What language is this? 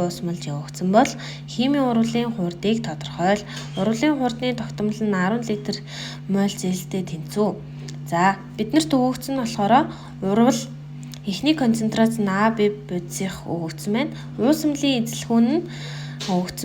Mongolian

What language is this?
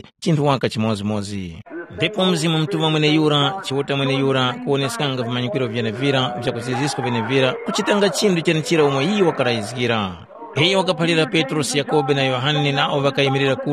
Tumbuka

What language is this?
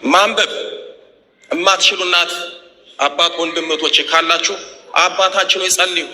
Amharic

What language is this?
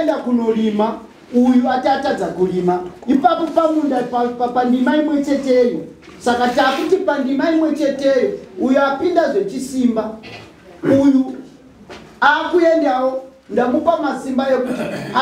Shona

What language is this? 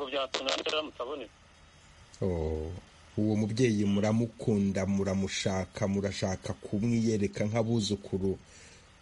Kinyarwanda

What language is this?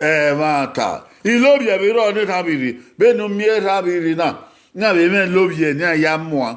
Bini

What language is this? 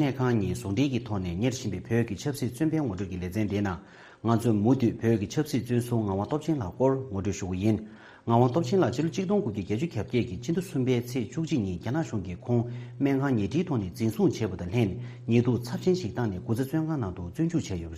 Tibetan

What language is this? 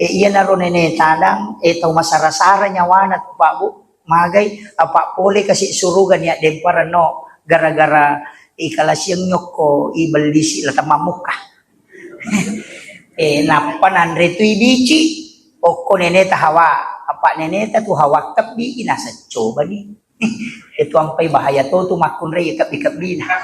Buginese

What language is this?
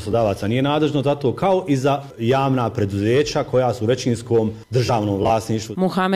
Bosnian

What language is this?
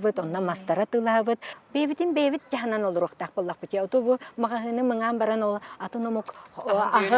Yakut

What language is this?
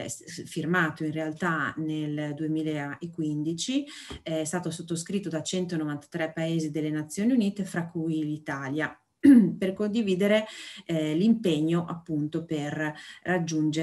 Italian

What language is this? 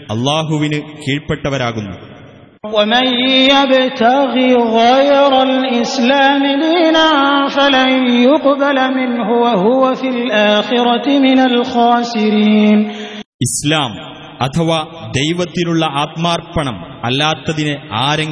Malayalam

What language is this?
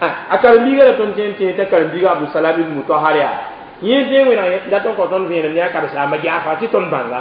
Mossi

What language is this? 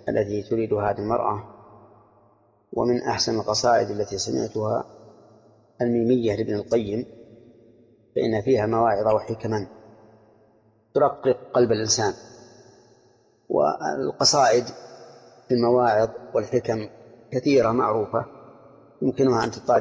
Arabic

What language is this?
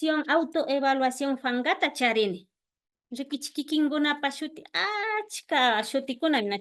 Imbabura Highland Quichua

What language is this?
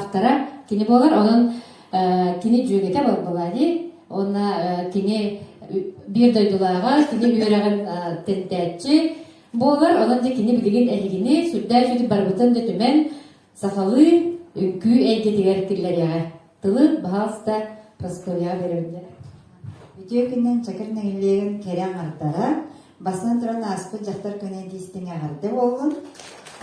Yakut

